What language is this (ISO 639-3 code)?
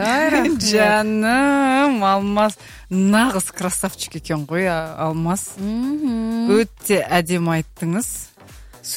kaz